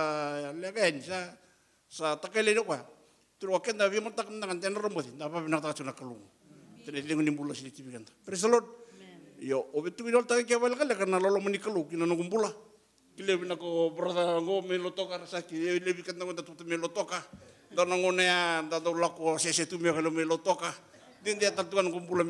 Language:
Fijian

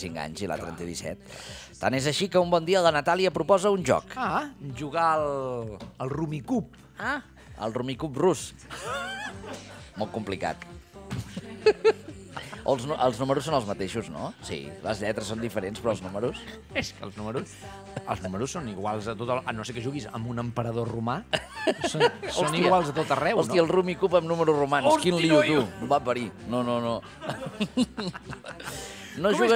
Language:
Catalan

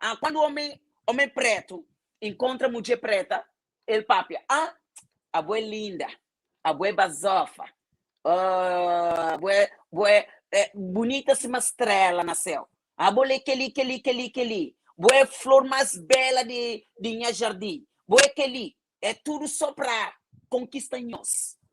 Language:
Kabuverdianu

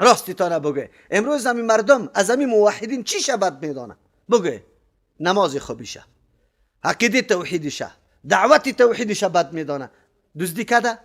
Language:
Persian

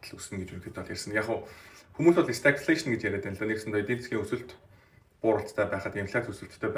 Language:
Mongolian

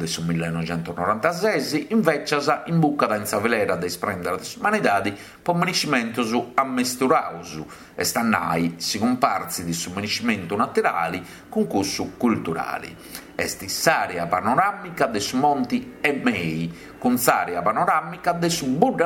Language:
Sardinian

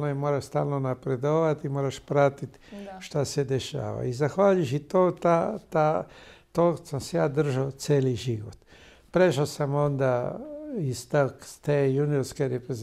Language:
Croatian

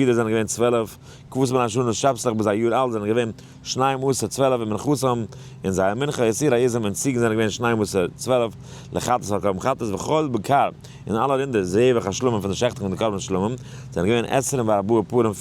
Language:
Yiddish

